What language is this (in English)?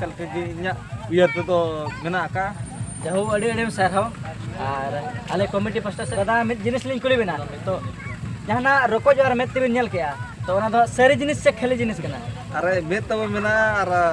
Santali